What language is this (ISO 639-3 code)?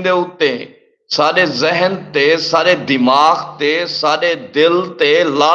skr